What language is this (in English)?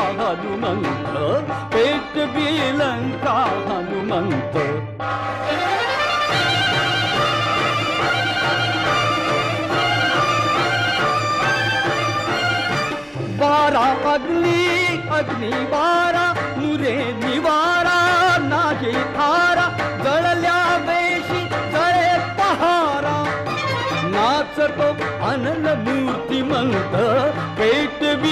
Marathi